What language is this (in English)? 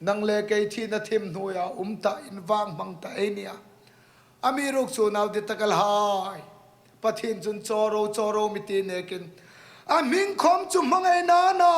Hmar